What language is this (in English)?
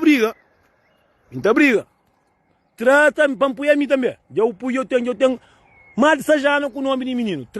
Kabuverdianu